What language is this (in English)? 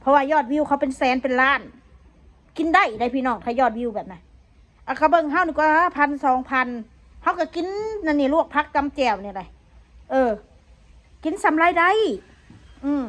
Northeastern Thai